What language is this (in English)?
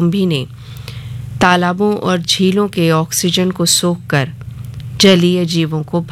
Hindi